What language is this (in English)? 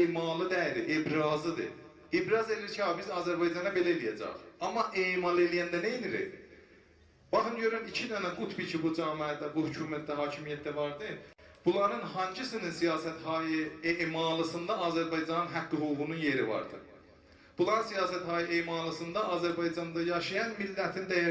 South Azerbaijani